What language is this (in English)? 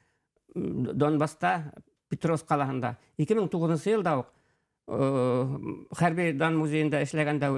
Bashkir